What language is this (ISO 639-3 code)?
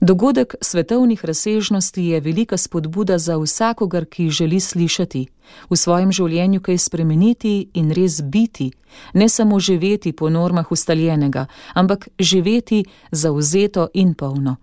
slv